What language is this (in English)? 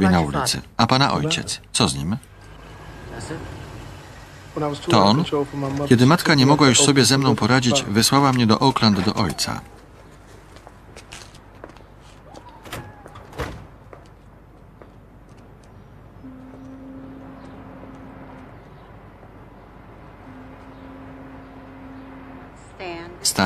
Polish